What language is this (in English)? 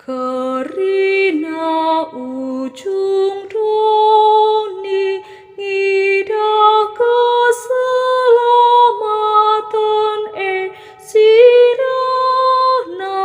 Batak Karo